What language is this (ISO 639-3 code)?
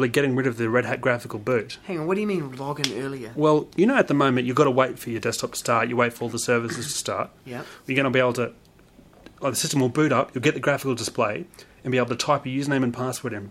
eng